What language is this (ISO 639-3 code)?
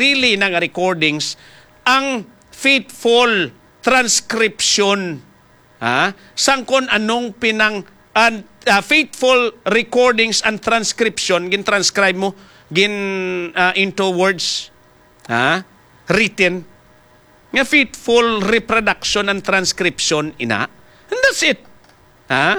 hil